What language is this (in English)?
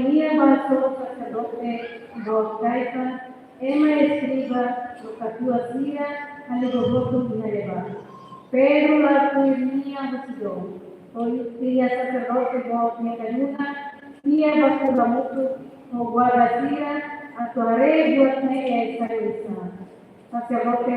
Tetum